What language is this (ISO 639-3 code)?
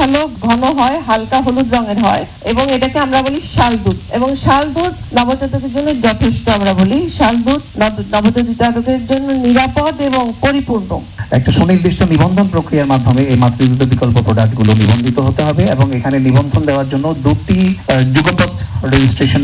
ben